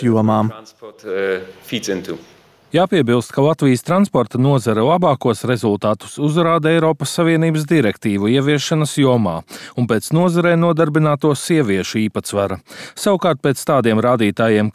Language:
Latvian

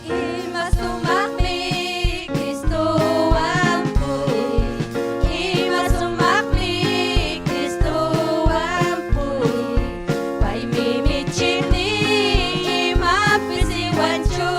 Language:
Ayacucho Quechua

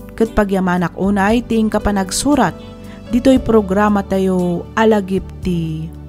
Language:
Iloko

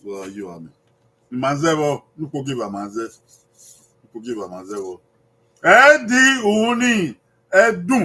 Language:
Bini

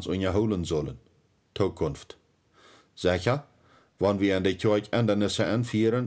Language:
Plautdietsch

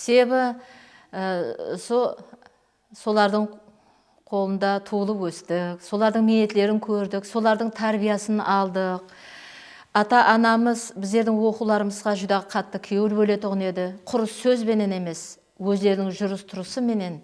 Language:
Kara-Kalpak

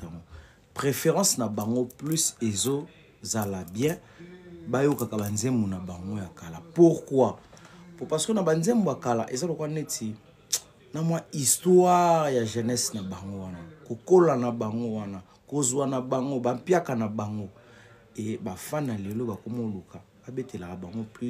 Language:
Lingala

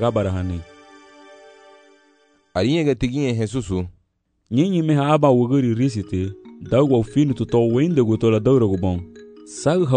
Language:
Garifuna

